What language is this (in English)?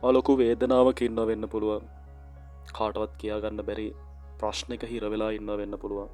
Sinhala